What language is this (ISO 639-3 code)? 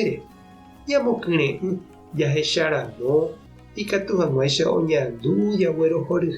grn